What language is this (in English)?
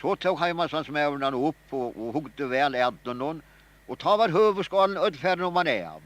Faroese